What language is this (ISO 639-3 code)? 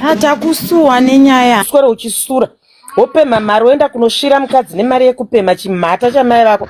sna